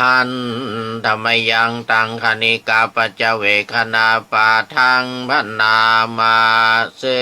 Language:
Pali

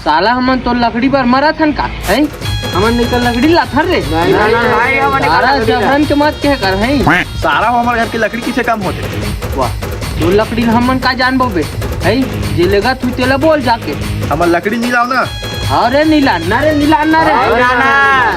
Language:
Chhattisgarhi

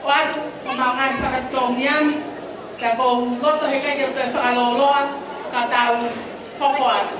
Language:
Tongan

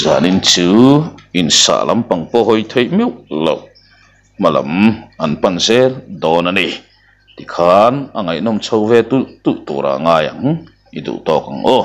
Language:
Mizo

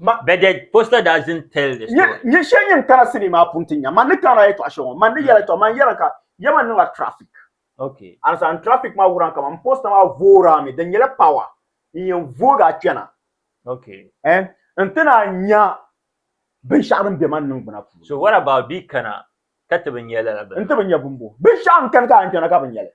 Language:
Dagbani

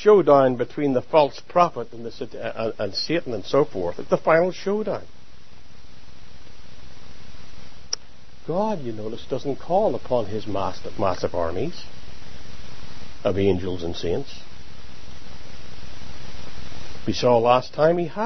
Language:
English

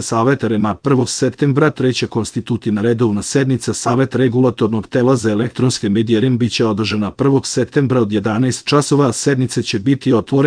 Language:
Serbian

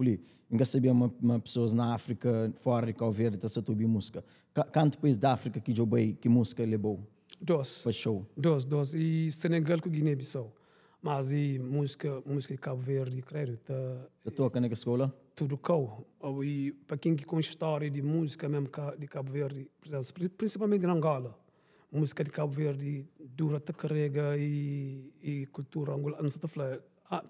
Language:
Kabuverdianu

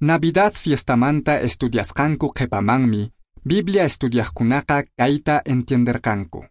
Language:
Quechua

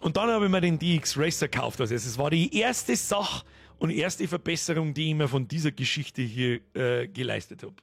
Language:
Bavarian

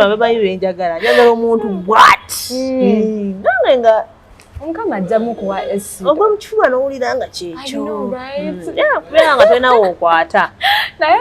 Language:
Ganda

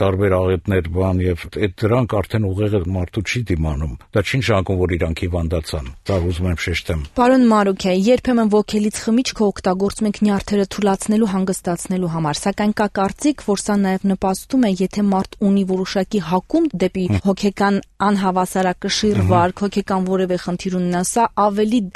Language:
Armenian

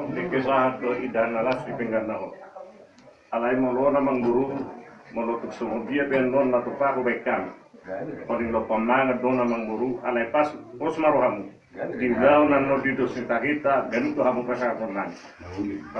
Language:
Batak Toba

